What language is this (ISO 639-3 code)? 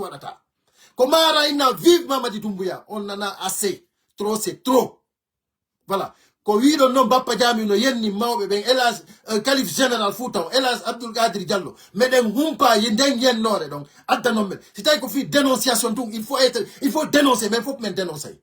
ful